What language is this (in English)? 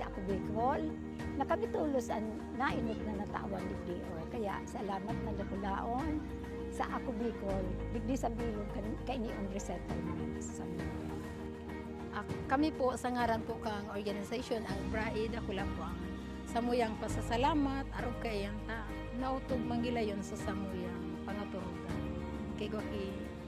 Bikol